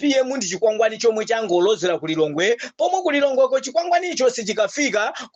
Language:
Nyanja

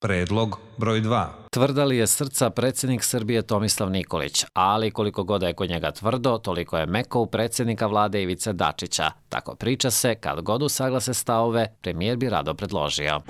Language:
Serbian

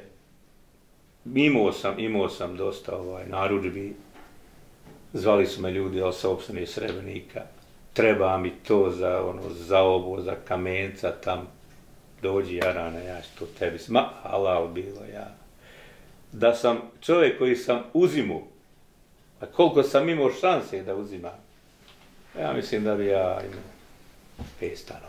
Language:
Bosnian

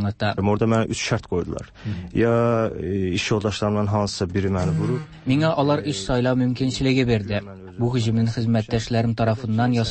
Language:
Tatar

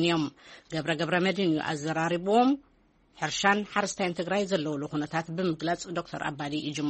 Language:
Tigrinya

